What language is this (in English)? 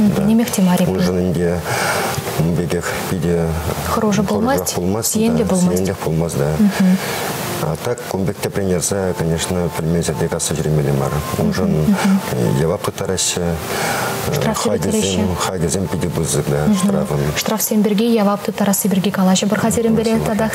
Chuvash